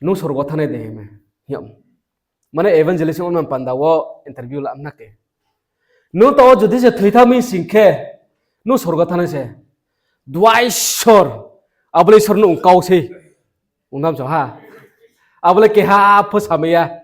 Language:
Riang (India)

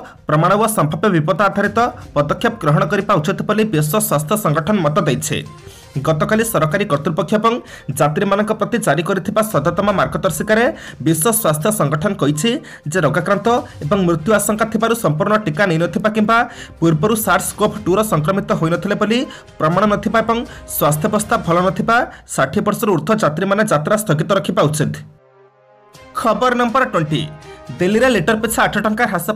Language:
Odia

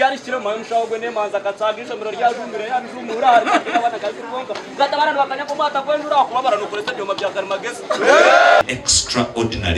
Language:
Nyankole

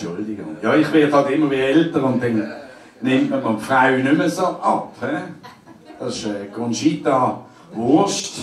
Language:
Swiss German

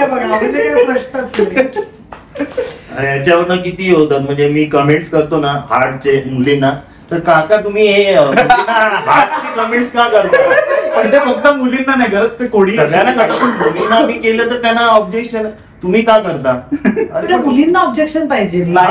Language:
Marathi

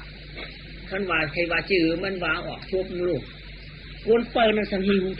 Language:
Shan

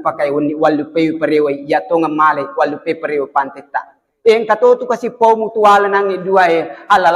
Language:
Buginese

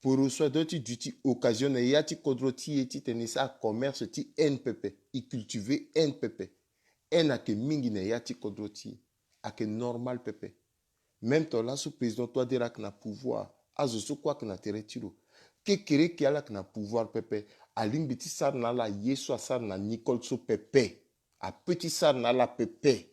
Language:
Sango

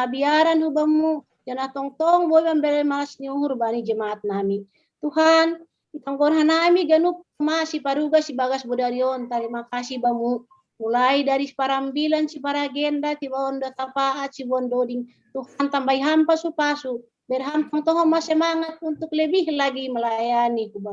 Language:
Batak Simalungun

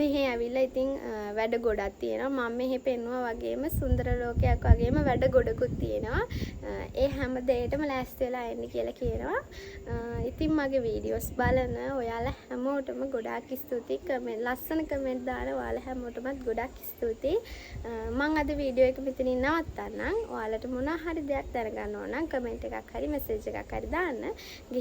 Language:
Sinhala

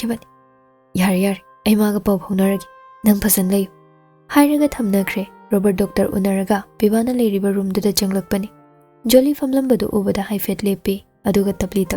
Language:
Manipuri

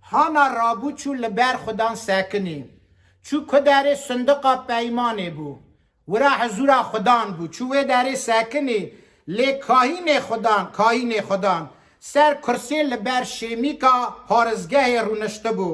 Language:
Kurdish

